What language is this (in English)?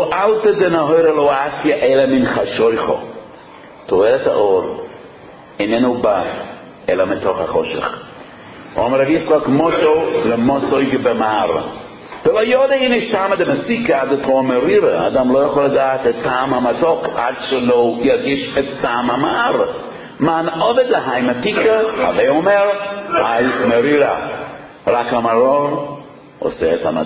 Hebrew